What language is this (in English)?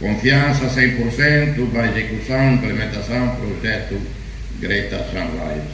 Tetum